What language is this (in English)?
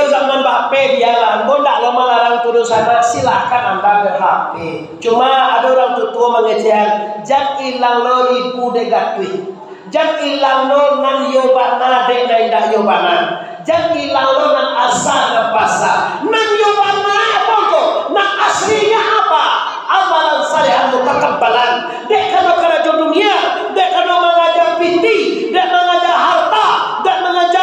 Minangkabau